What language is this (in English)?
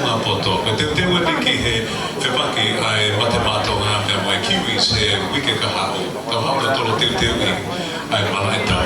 Tongan